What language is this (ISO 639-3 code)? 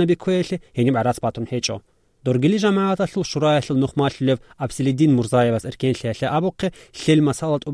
ava